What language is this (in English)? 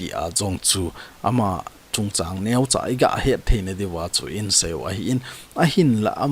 Thado Chin